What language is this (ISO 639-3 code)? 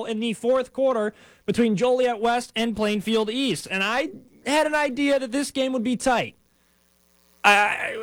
eng